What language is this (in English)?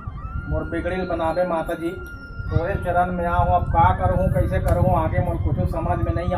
Chhattisgarhi